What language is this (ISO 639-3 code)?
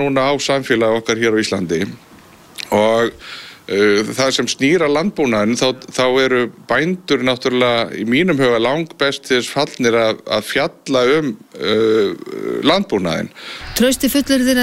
isl